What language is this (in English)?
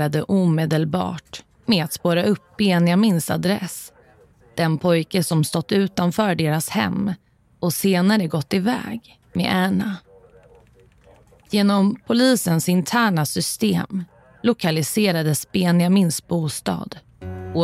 Swedish